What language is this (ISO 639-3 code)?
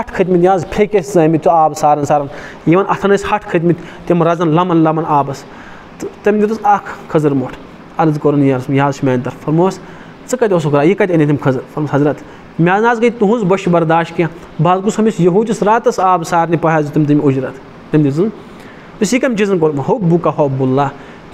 kas